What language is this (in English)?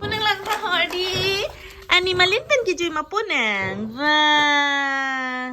Karbi